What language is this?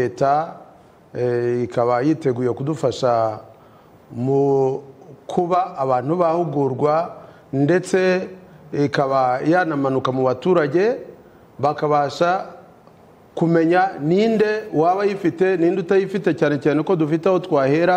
Kinyarwanda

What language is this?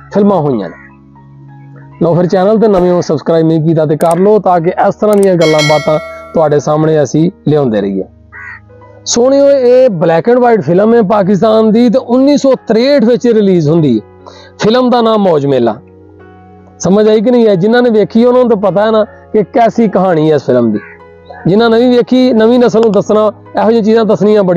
Punjabi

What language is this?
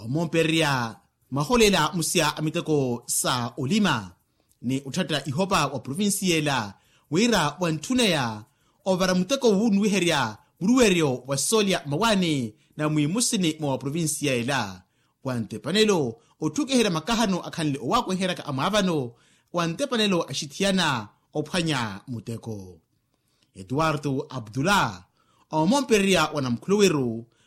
Makhuwa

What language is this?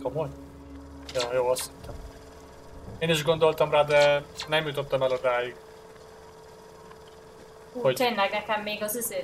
Hungarian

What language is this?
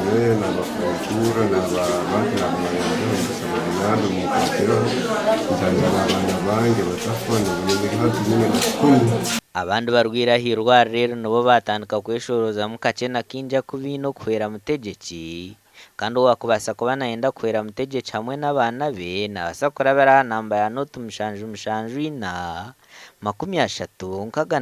Nyankole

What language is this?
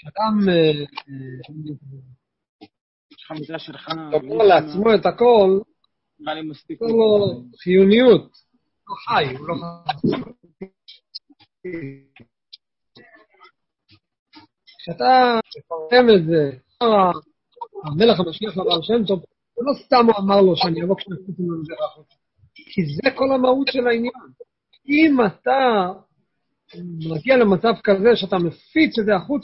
Hebrew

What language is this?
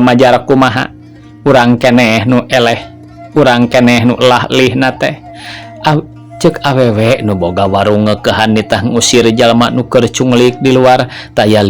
Sundanese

